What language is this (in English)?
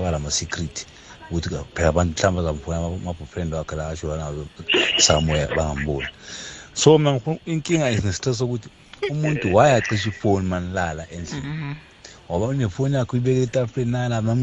South Ndebele